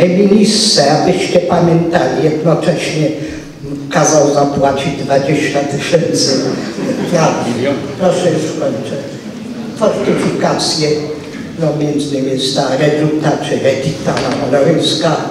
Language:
Polish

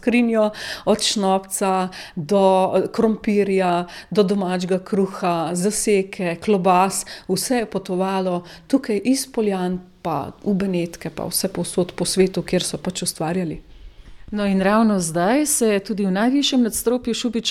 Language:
Slovenian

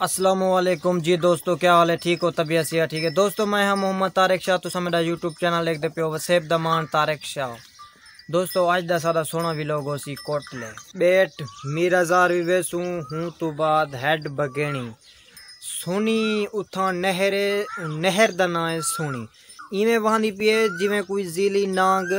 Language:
Saraiki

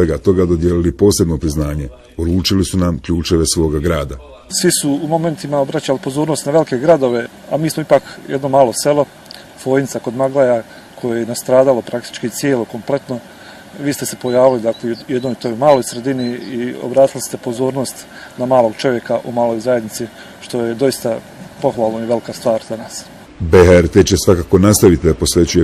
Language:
Bosnian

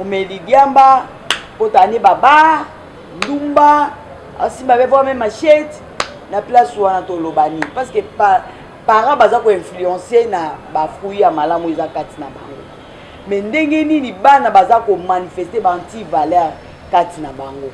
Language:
Lingala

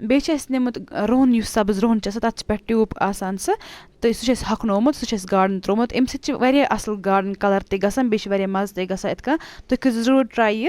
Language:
Kashmiri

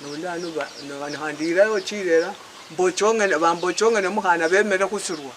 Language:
Luyia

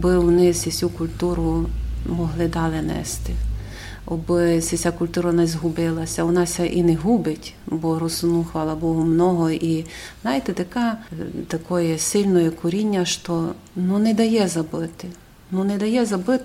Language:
Rusyn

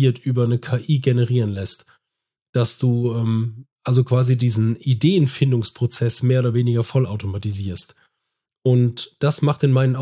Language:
German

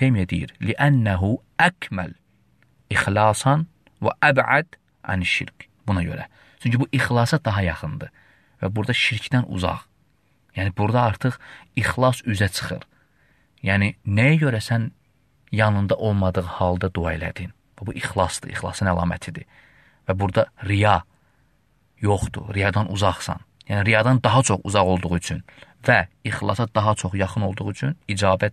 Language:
Azerbaijani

